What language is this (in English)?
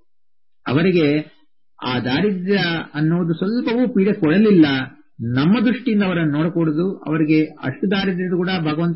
Kannada